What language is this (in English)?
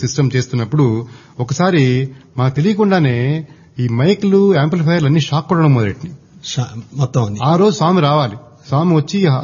Telugu